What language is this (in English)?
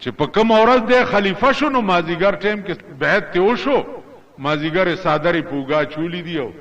Pashto